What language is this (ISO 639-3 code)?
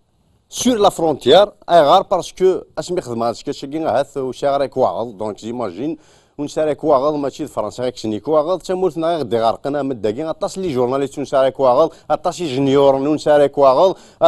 kab